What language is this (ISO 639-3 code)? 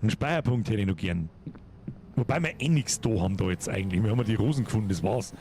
bar